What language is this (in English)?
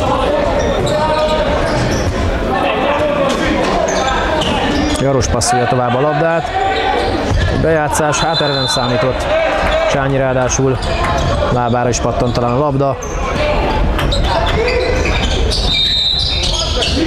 Hungarian